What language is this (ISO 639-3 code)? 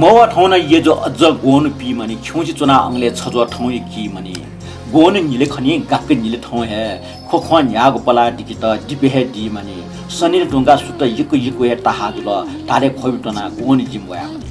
new